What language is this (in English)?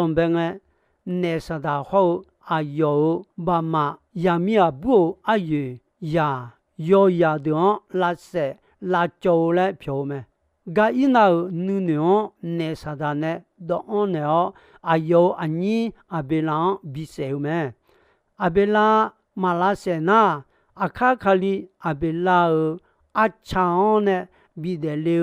Akha